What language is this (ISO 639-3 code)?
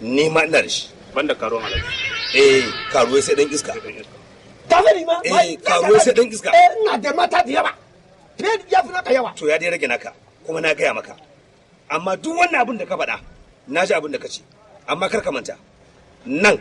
hau